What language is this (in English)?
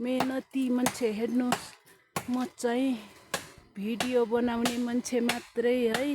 Nepali